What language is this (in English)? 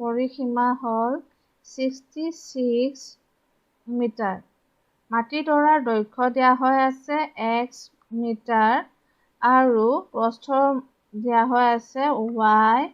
Assamese